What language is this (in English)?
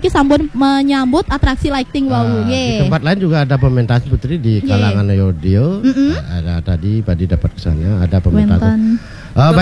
Balinese